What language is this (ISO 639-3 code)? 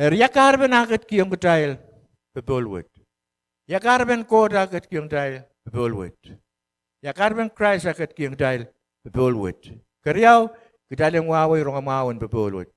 pon